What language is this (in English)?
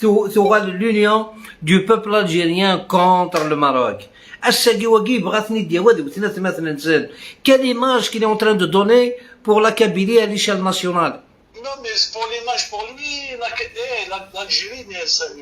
Algerian Arabic